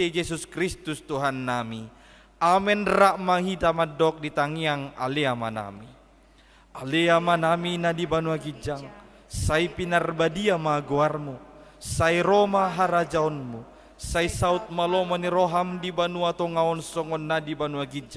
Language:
Batak Toba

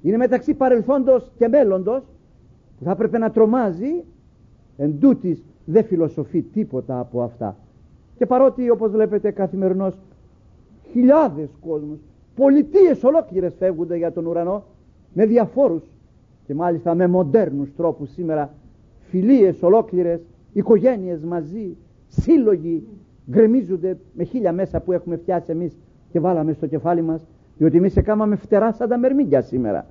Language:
Greek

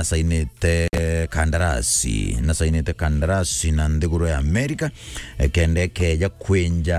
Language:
Meru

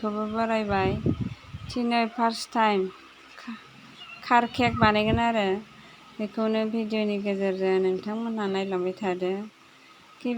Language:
Bodo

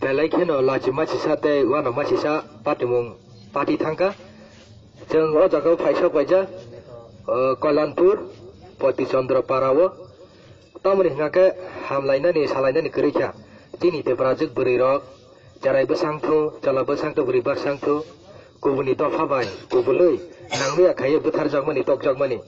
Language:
Kok Borok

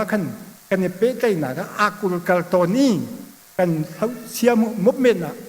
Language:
Hakha Chin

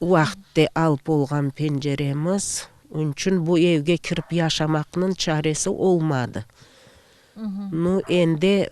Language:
Crimean Tatar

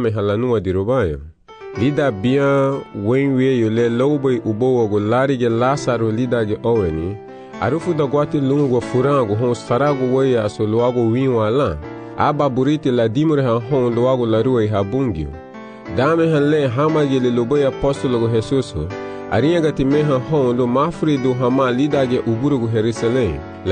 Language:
Garifuna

